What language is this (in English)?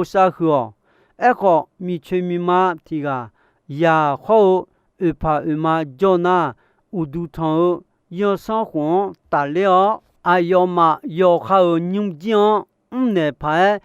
Akha